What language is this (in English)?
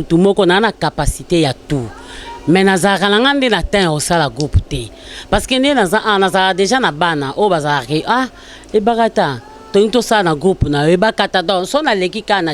Lingala